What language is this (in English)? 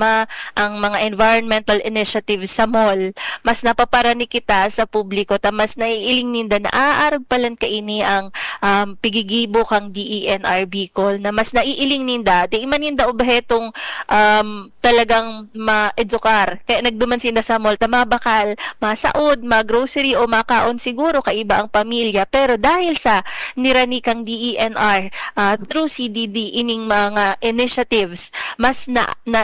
Bikol